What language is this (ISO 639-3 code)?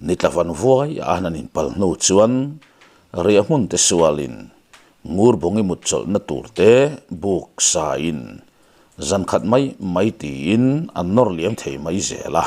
lus